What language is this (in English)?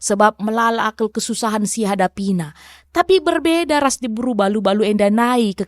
Batak Karo